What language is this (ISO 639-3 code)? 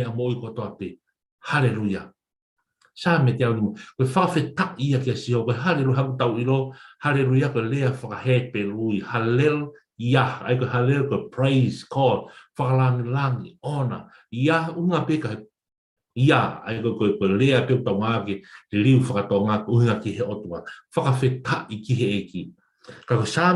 ton